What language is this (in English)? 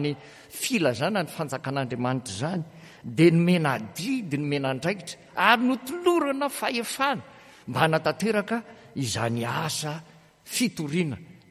Malagasy